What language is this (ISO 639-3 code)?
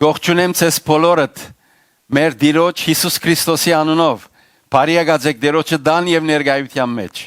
hyw